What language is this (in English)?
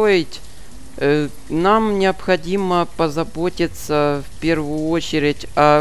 Russian